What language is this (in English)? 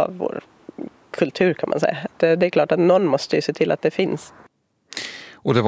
Swedish